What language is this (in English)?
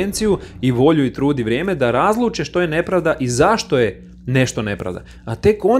Croatian